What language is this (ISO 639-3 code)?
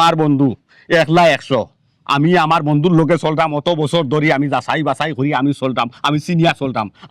syl